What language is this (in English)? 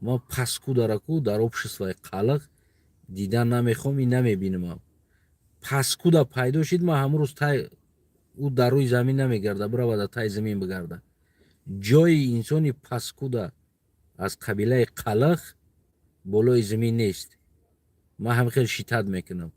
Tajik